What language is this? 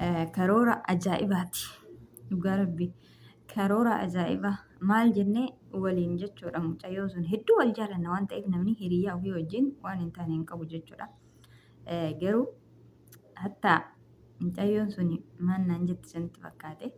Oromo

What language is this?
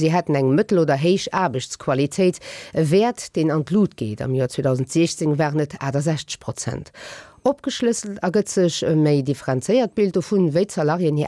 Luxembourgish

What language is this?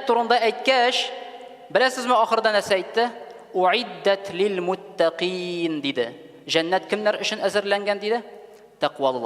Tatar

